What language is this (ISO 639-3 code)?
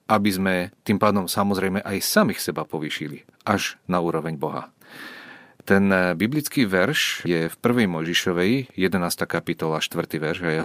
slk